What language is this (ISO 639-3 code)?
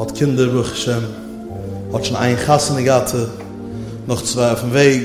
yid